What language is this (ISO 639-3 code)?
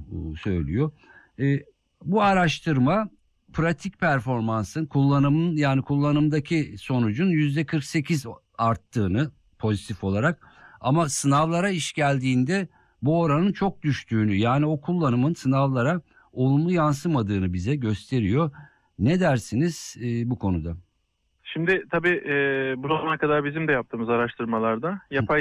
tur